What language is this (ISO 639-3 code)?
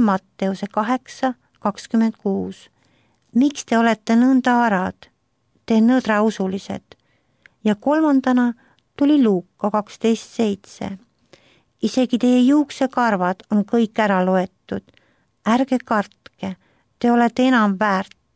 est